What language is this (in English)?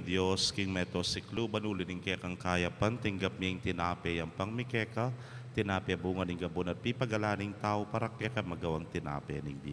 Pampanga